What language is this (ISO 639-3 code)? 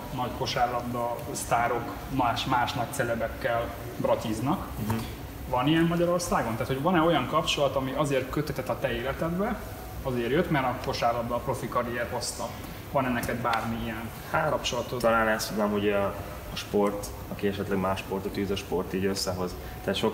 hun